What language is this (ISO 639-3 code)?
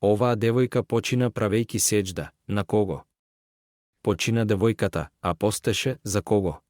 mkd